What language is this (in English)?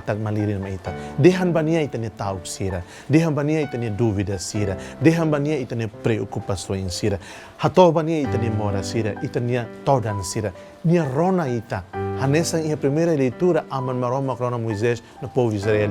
Tetum